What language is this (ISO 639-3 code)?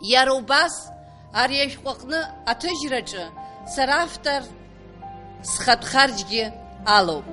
abk